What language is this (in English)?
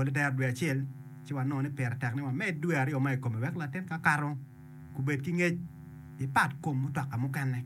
Acoli